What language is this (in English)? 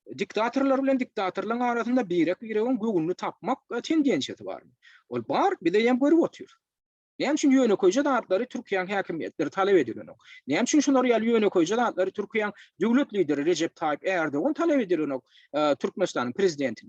Turkmen